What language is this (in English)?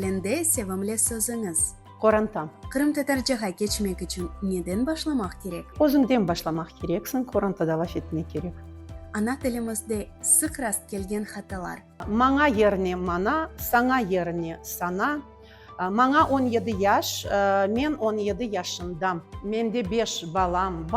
Crimean Tatar